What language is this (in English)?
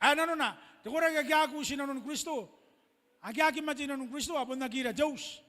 Gilbertese